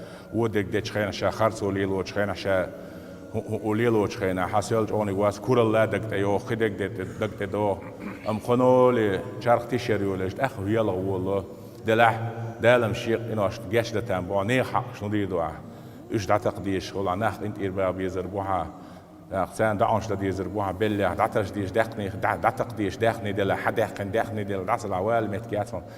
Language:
Chechen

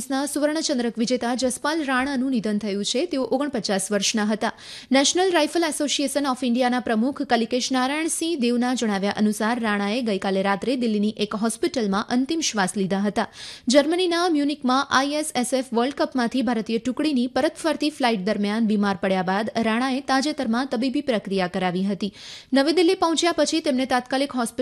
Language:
Gujarati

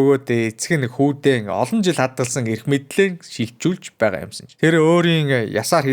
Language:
Mongolian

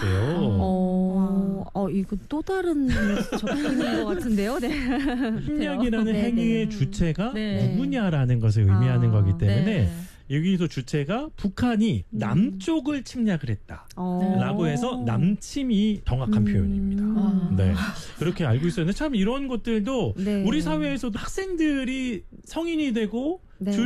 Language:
Korean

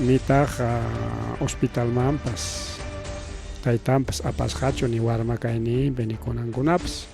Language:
Ayacucho Quechua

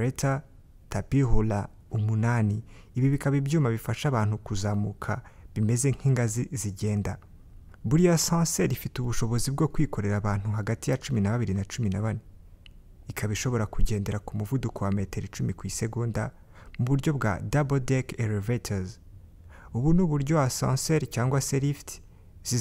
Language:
Kinyarwanda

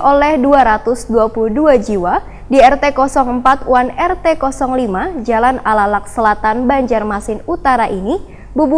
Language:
Banjar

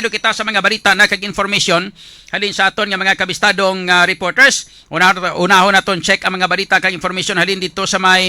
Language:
Hiligaynon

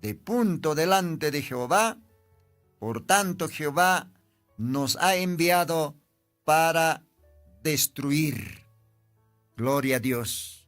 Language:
Aymara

